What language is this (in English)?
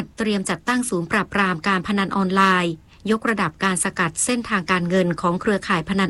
Thai